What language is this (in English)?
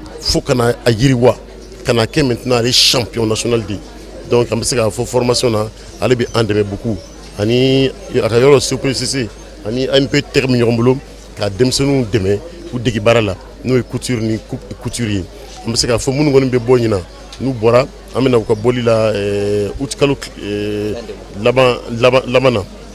Bambara